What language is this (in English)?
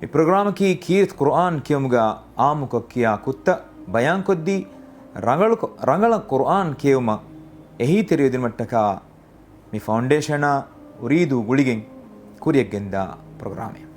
Divehi